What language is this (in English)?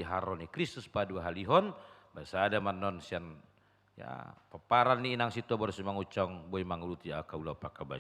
Batak Toba